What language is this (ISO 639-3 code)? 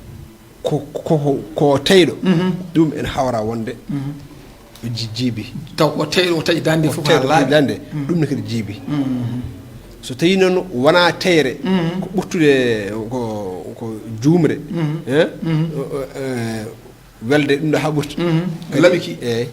ful